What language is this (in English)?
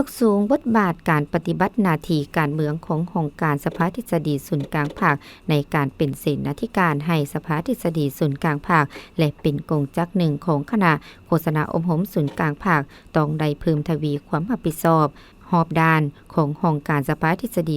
Lao